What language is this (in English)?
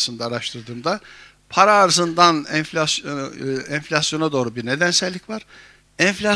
Turkish